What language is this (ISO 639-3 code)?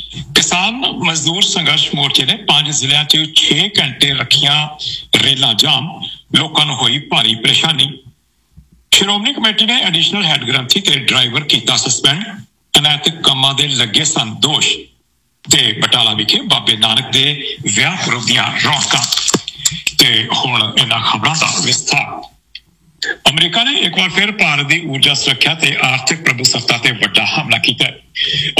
pan